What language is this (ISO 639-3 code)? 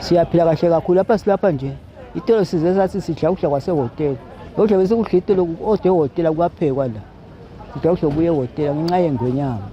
ssw